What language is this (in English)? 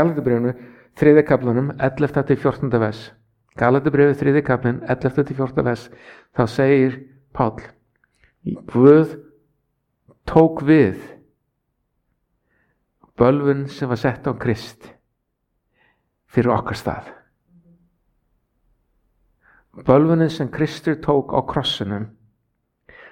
Icelandic